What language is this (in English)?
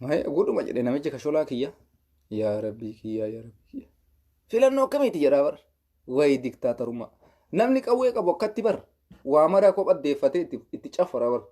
Oromo